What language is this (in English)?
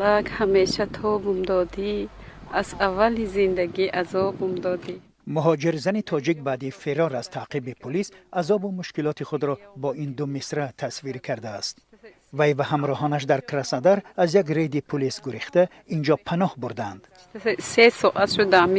Tajik